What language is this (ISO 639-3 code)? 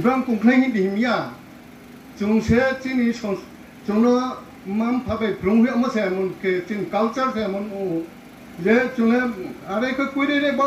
ria